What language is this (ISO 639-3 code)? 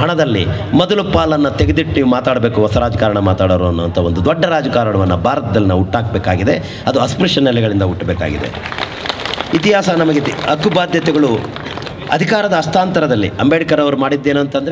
kan